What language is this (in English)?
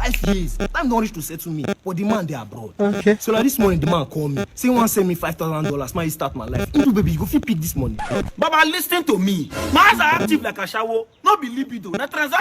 Nigerian Pidgin